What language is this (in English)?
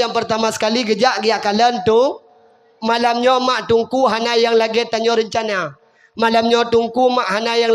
Achinese